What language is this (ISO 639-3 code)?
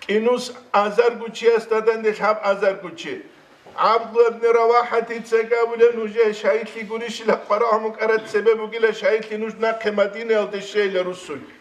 ava